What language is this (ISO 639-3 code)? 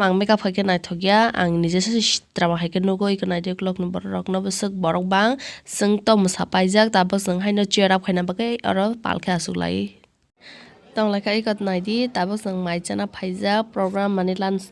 trp